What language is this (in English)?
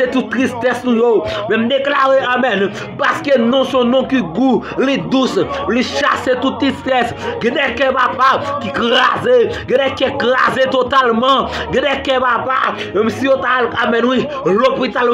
Haitian Creole